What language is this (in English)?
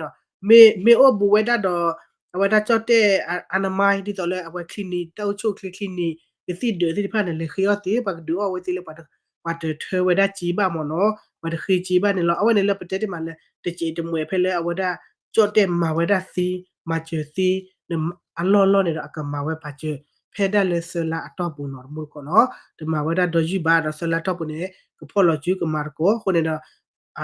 S'gaw Karen